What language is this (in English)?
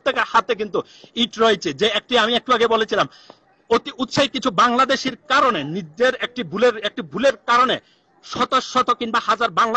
Bangla